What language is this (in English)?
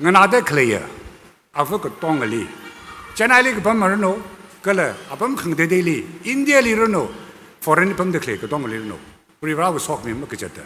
Tangkhul Naga (India)